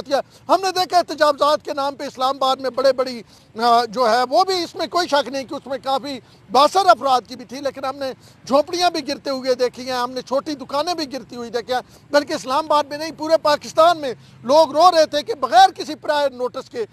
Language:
Urdu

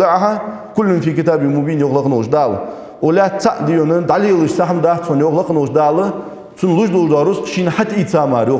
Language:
Ingush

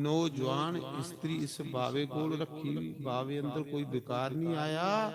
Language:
Dogri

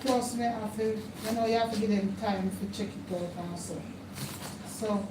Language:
Jamaican Creole English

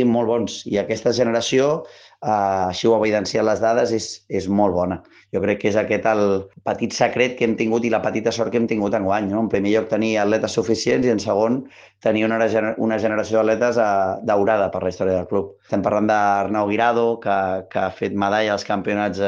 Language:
Catalan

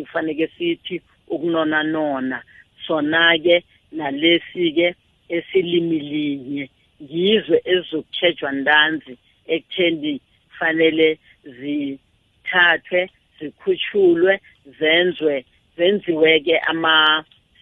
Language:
South Ndebele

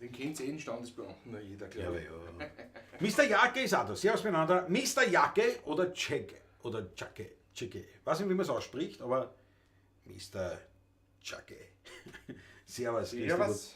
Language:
Bavarian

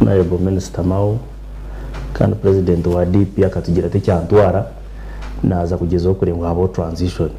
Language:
Nyankole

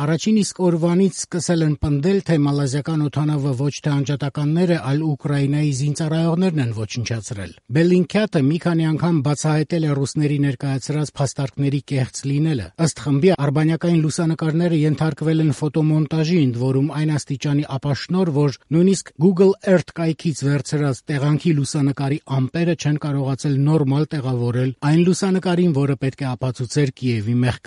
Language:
Armenian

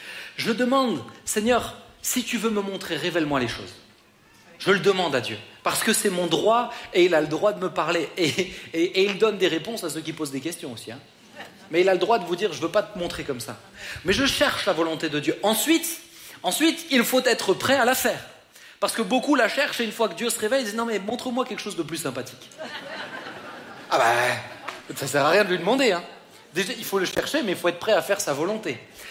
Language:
French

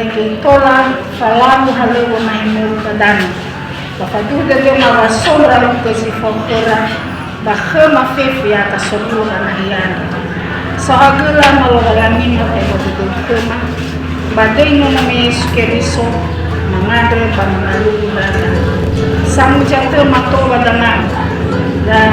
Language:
Nias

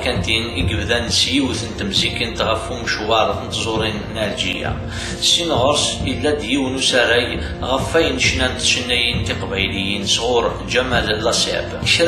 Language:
Kabyle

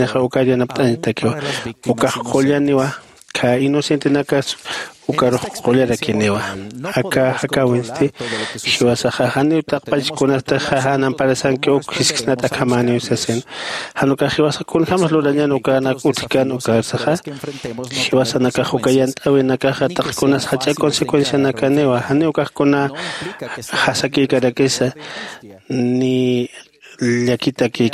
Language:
Aymara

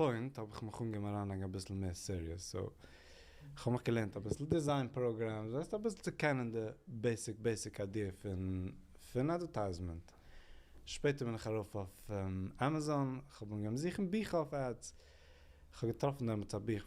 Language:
Yiddish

